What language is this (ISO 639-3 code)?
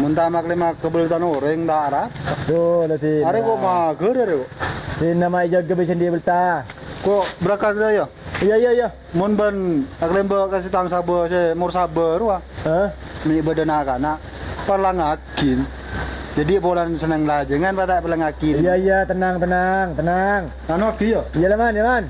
mad